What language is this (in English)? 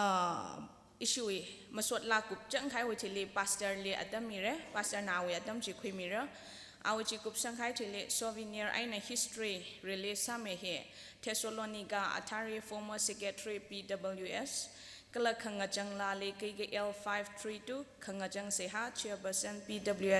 Tangkhul Naga (India)